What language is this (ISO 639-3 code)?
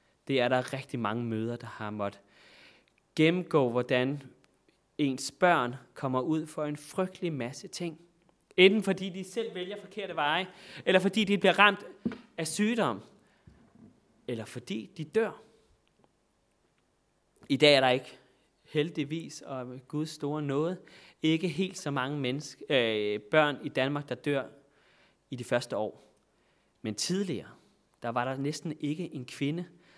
dan